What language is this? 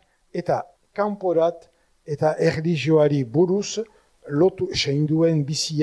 Basque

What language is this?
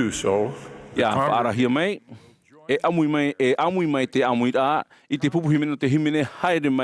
Tahitian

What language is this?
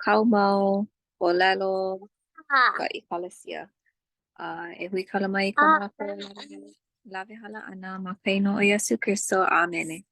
Hawaiian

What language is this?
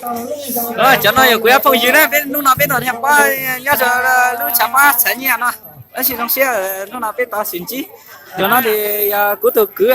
Hmong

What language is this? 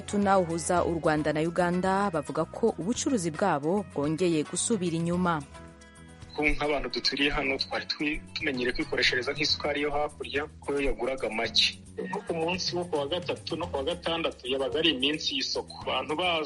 Kinyarwanda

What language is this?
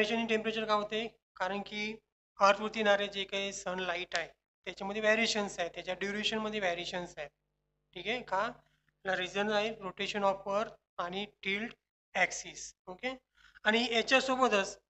Marathi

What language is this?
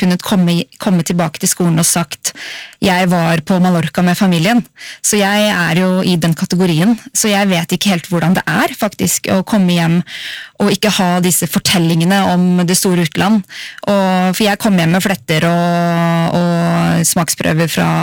Norwegian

